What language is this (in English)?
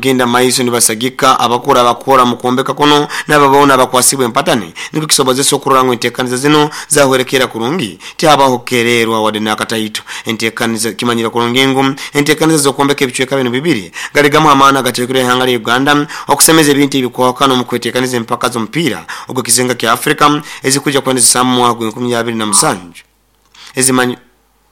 Nyoro